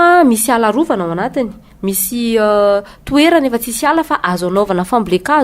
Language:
Malagasy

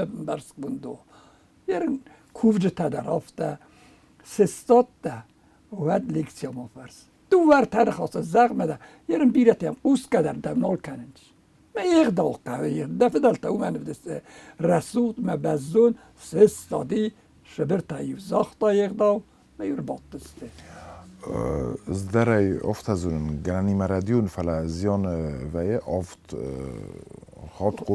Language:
Ossetic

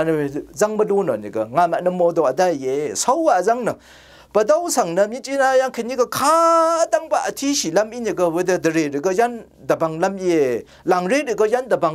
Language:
Rawang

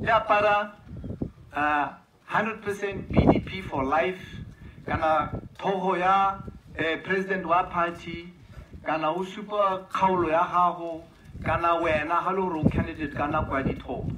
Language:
Tswana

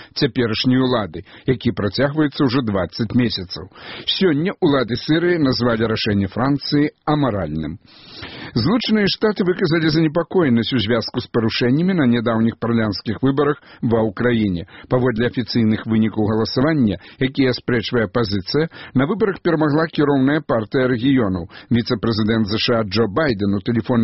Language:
Belarusian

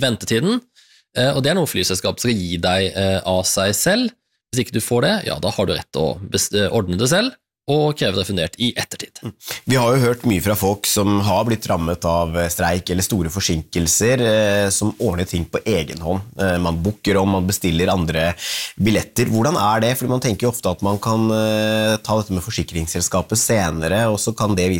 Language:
Norwegian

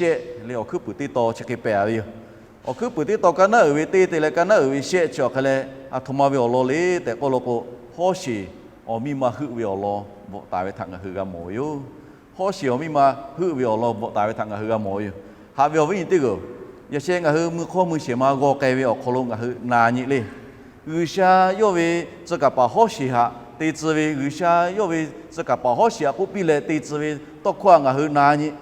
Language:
Lahu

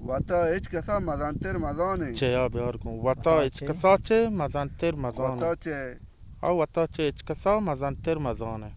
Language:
Baluchi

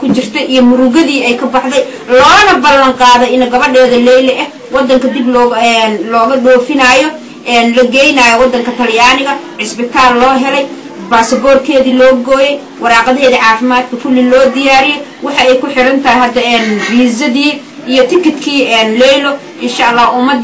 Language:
Somali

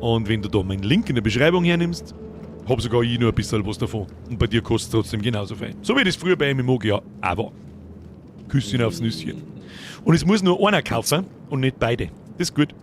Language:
Bavarian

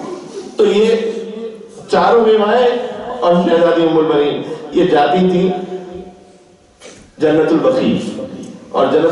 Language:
Urdu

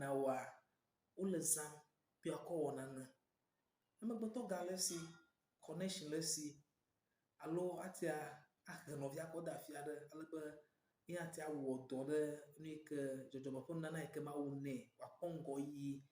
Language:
Ewe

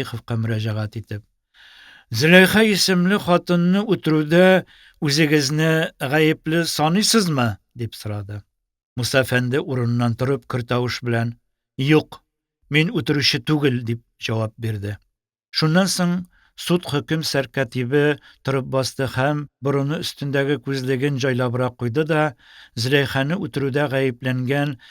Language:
Tatar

